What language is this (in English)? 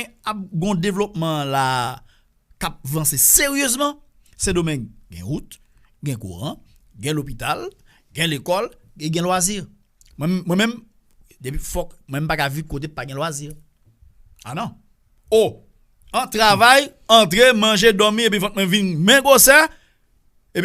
Haitian Creole